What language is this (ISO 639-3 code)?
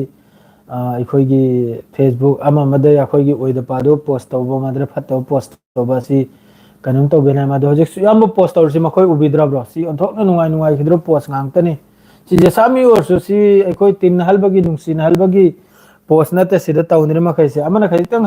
mni